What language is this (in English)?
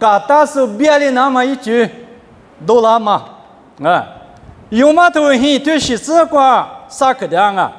Lisu